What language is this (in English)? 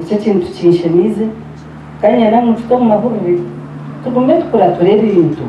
Nyankole